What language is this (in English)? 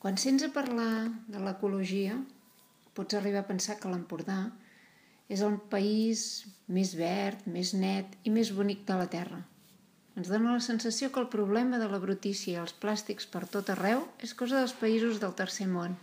Catalan